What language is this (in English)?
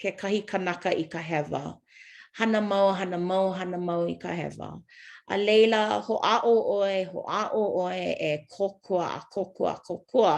Hawaiian